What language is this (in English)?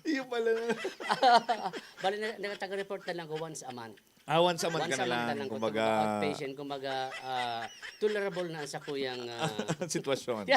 Bikol